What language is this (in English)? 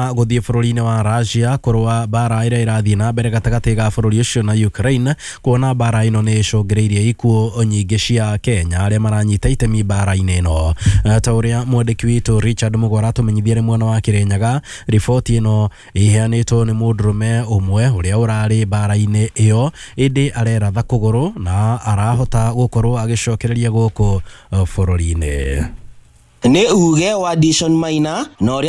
Kikuyu